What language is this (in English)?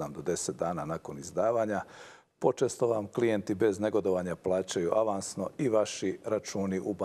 Croatian